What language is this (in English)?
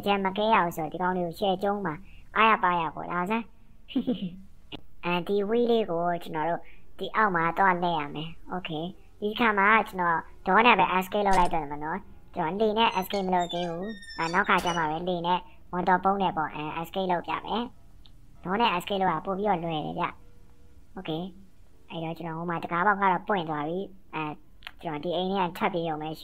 Burmese